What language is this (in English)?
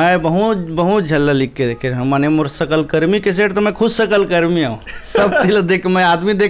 Chhattisgarhi